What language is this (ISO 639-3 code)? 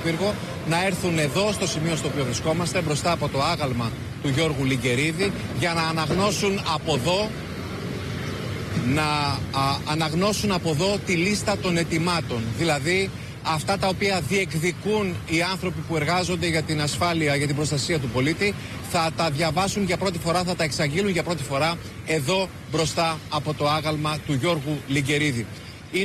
ell